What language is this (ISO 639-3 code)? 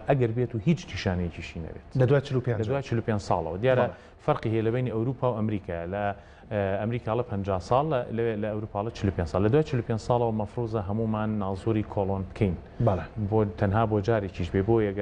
ckb